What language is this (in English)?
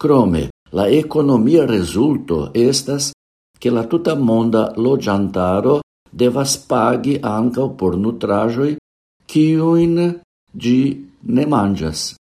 Esperanto